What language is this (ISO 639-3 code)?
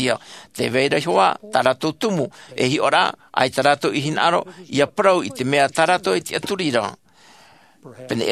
tah